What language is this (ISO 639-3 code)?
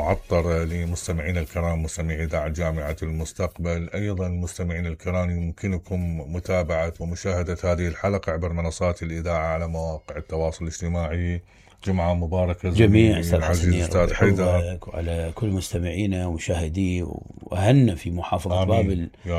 acm